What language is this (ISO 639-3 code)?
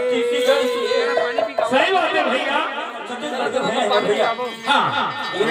hne